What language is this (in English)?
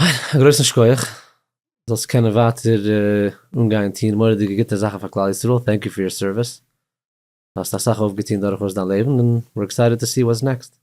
Yiddish